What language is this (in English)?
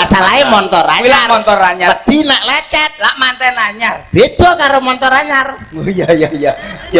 Javanese